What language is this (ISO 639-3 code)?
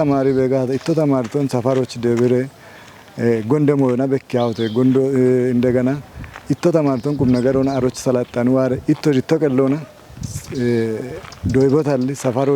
kbr